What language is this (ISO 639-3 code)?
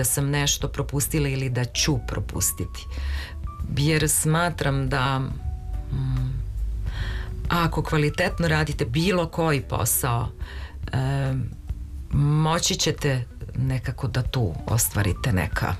srp